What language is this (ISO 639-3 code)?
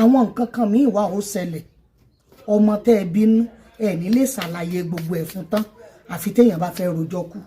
yor